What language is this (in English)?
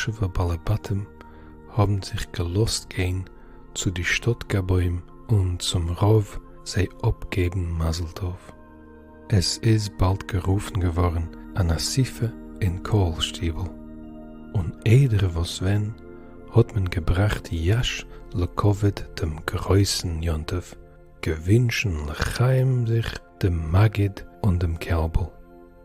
Yiddish